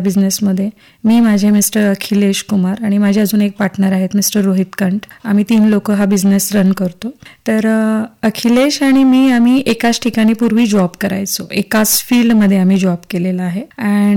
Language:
Marathi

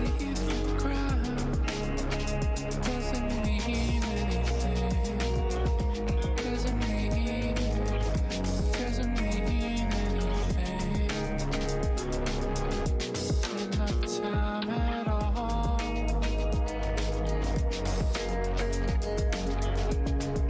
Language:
English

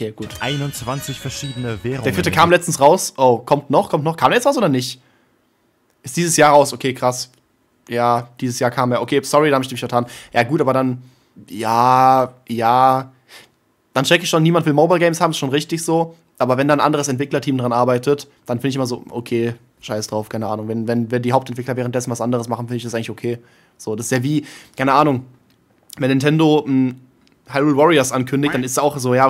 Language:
German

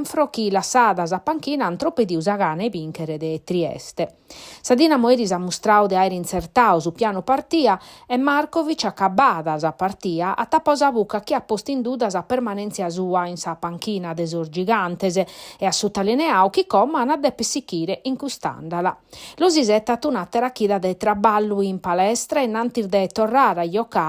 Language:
Sardinian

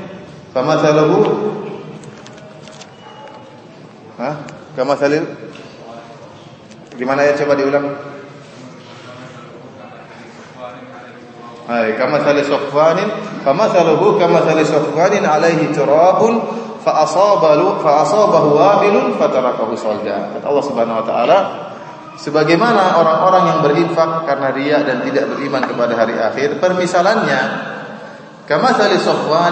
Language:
Indonesian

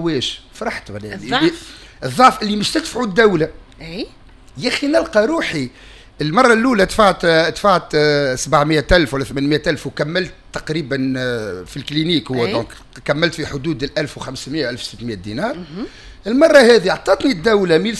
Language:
Tunisian Arabic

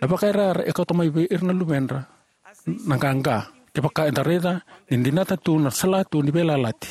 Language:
Fijian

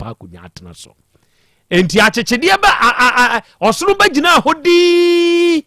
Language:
Akan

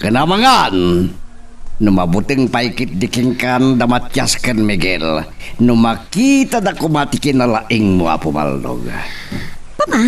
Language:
Iloko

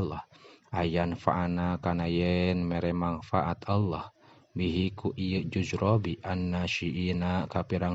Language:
Sundanese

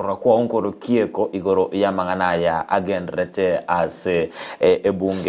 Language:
Gusii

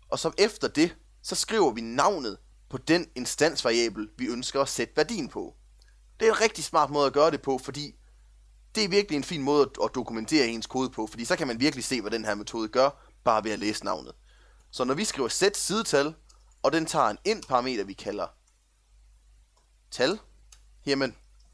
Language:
Danish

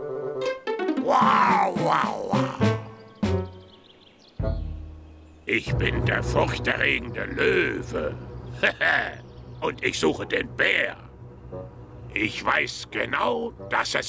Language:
German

